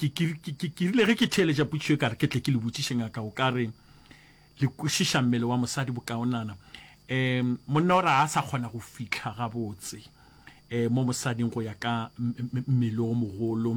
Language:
Northern Sotho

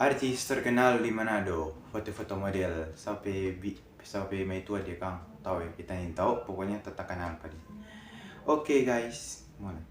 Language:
Manado Malay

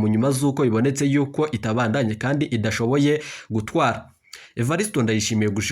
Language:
Rundi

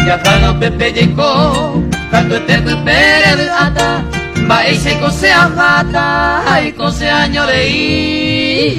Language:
Guarani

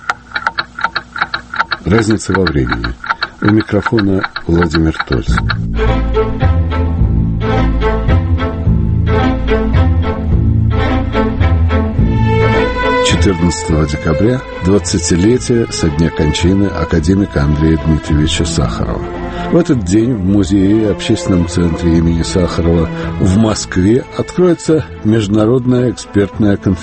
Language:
Russian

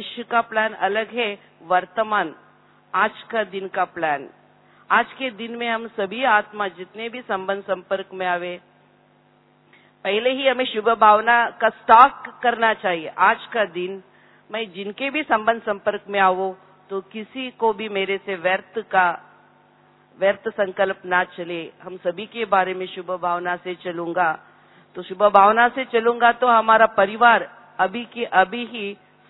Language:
Hindi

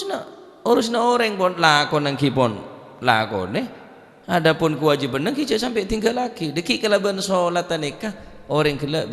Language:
Madurese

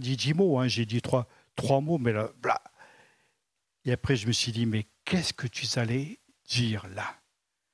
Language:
French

